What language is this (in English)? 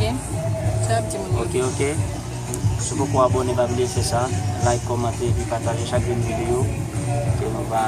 Haitian Creole